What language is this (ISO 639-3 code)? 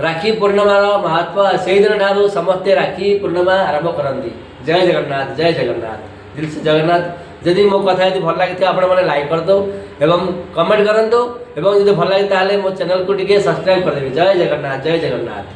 ori